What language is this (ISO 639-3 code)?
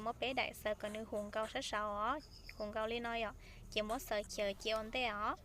hmn